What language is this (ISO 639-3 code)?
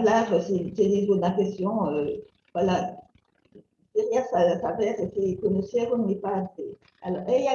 lad